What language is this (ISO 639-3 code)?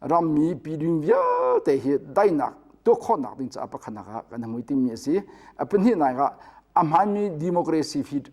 cnh